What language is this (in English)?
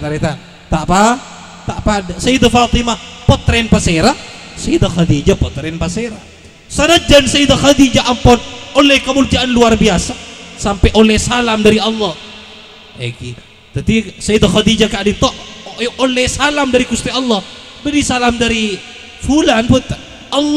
Madurese